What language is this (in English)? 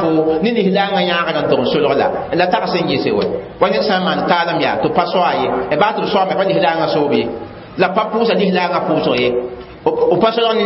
Mossi